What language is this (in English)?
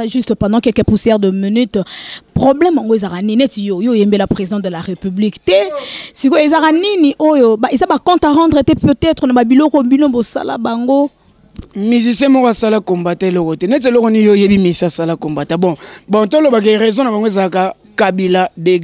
Lingala